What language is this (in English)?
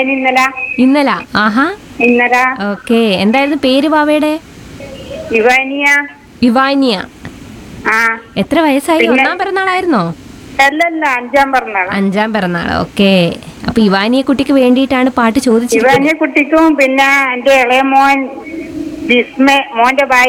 Malayalam